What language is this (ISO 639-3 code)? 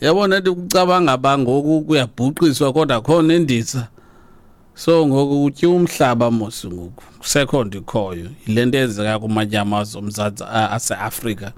xho